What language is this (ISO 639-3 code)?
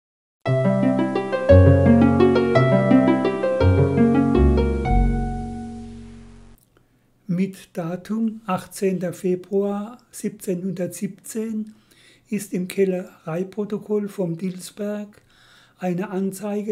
deu